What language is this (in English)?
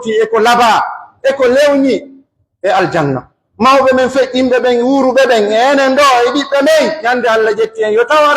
Pular